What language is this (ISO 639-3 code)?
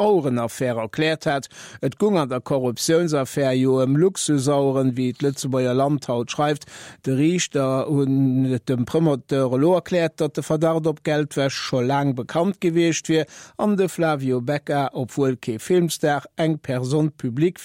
ltz